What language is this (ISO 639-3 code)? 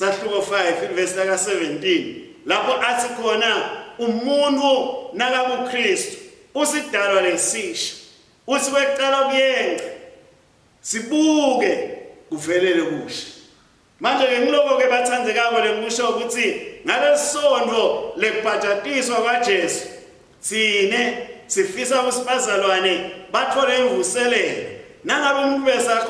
ssw